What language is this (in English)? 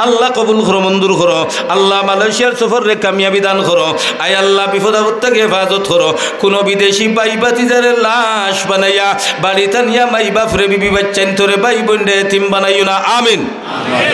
Sylheti